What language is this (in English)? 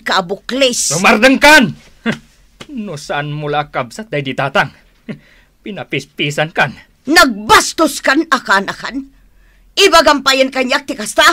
Iloko